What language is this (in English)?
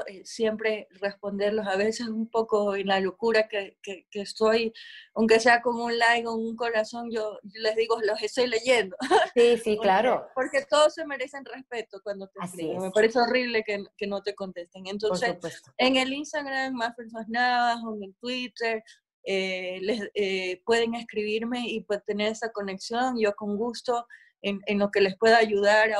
Spanish